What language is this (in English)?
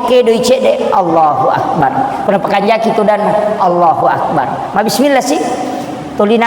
Buginese